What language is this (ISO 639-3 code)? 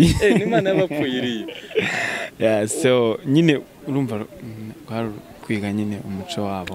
kin